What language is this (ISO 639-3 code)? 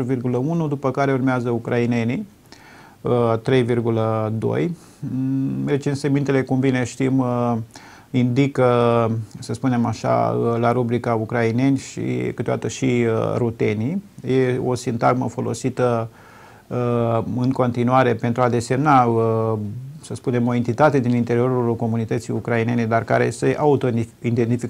ron